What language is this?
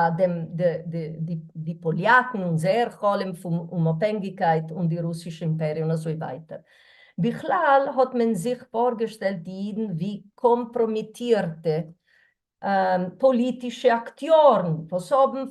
Yiddish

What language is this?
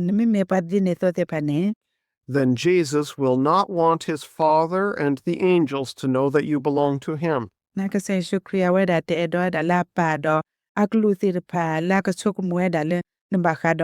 S'gaw Karen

